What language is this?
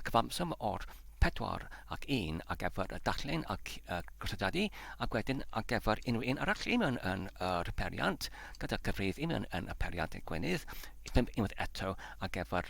Welsh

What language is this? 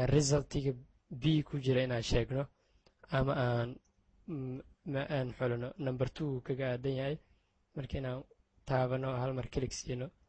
Somali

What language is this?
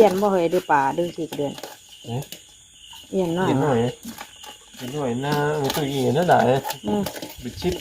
Northeastern Thai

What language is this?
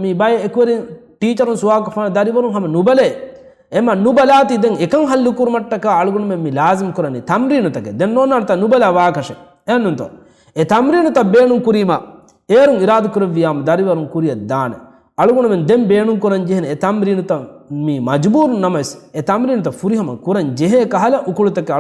Divehi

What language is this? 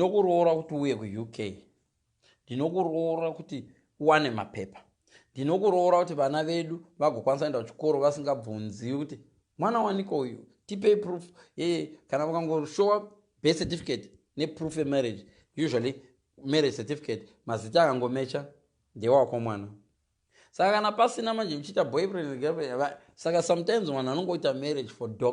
Shona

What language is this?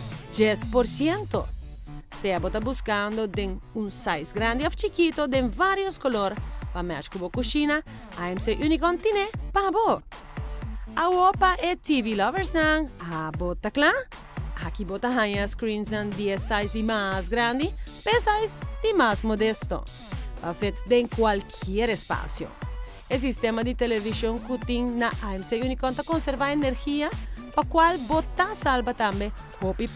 Papiamento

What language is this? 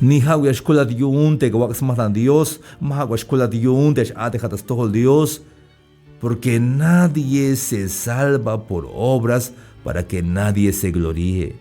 Tzeltal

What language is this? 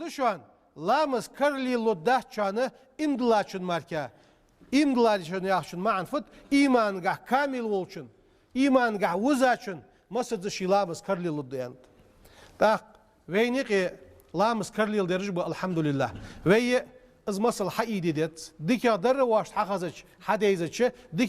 Ingush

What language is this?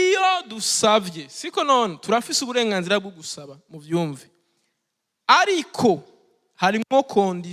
Rundi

